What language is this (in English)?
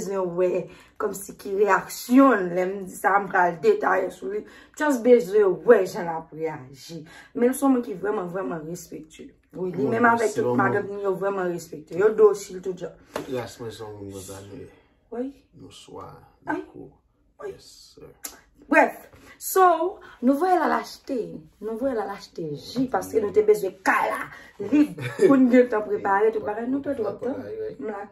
Haitian Creole